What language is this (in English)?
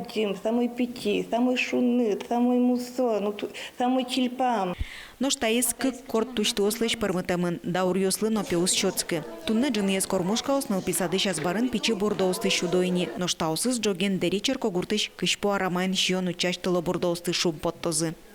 Udmurt